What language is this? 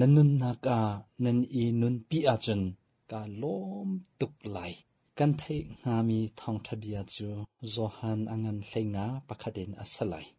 Hakha Chin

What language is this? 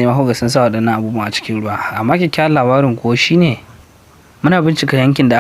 Hausa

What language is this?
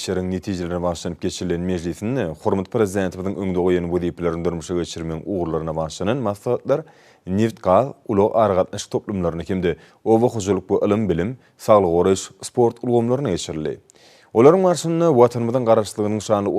Turkmen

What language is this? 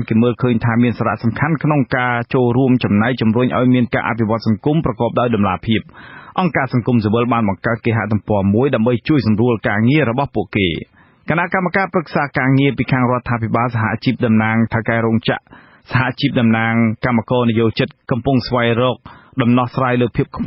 Khmer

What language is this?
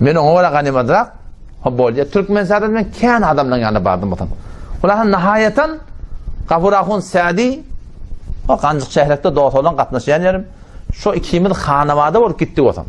Turkmen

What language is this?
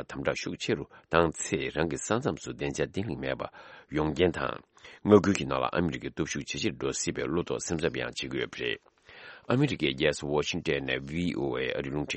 Tibetan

